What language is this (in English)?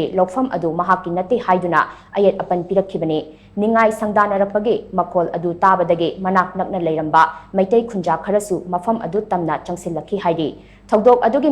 Manipuri